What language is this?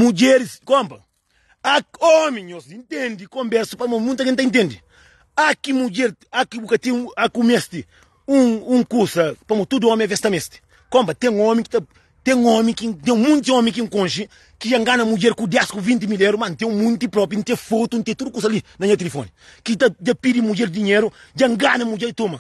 Kabuverdianu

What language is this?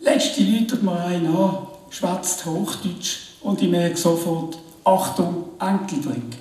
Swiss German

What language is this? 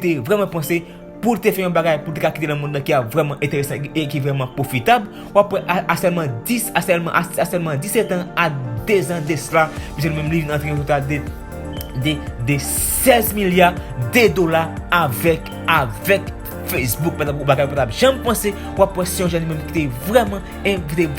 Haitian Creole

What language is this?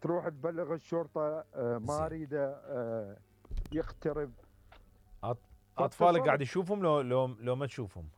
Mesopotamian Arabic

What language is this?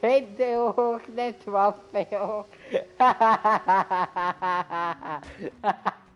Swiss German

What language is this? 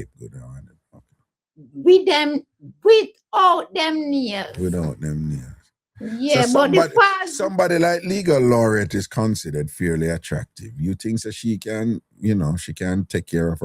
Jamaican Creole English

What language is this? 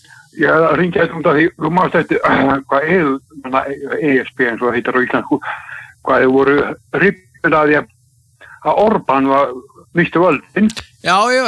Icelandic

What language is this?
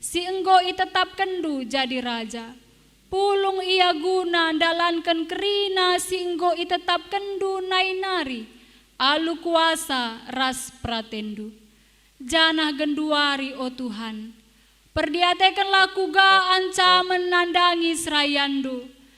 Batak Karo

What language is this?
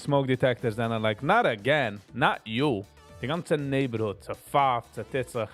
Yiddish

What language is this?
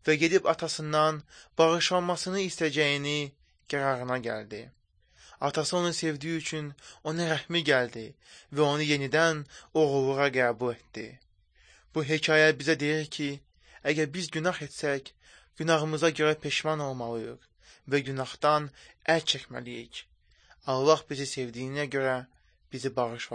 Azerbaijani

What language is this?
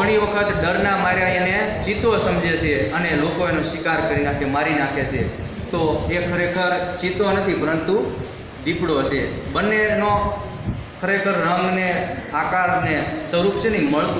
Gujarati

